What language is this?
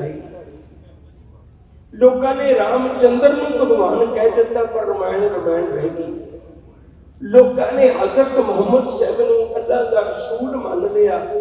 Punjabi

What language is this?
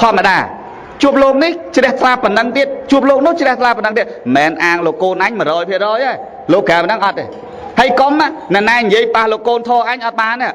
Khmer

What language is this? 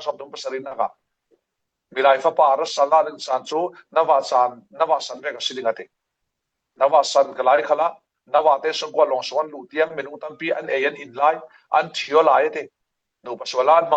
Falam Chin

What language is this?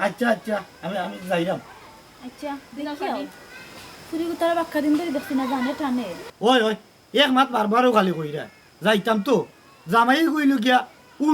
Sylheti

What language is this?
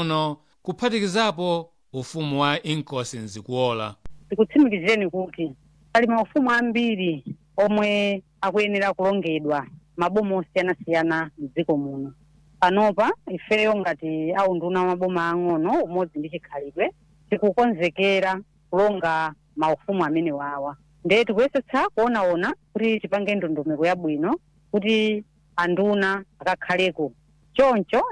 Nyanja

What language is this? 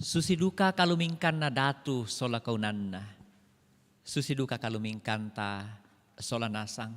Toraja-Sa'dan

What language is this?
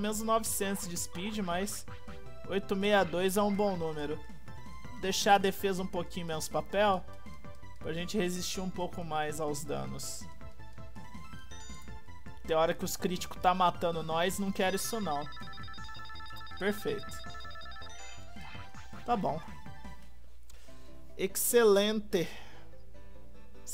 Portuguese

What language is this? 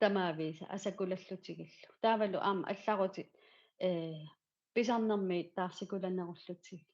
Kalaallisut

